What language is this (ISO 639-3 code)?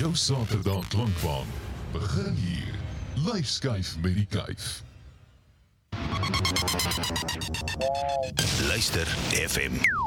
afr